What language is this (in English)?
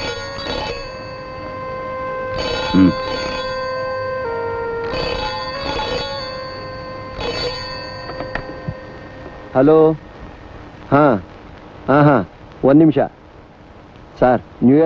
Kannada